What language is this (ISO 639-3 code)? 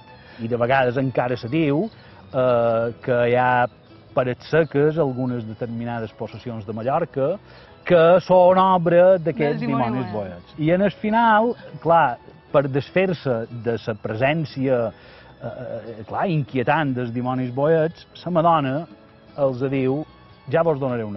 cat